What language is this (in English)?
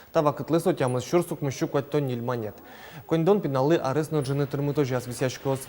Udmurt